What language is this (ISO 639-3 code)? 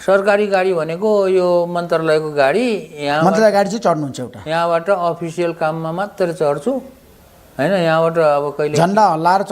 nep